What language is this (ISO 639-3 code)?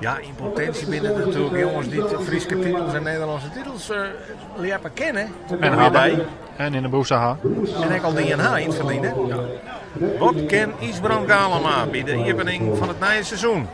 fry